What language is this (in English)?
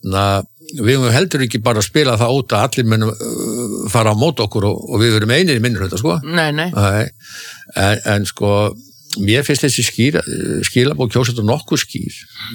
Icelandic